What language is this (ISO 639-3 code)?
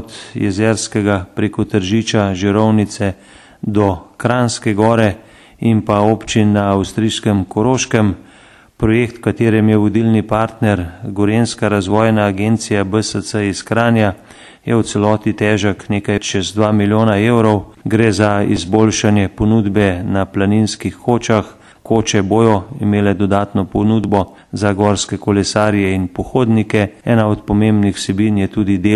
slv